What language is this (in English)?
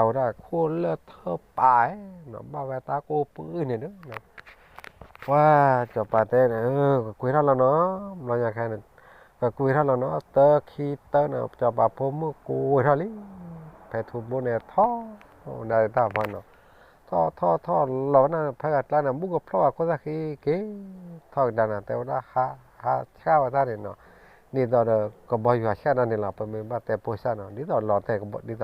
S'gaw Karen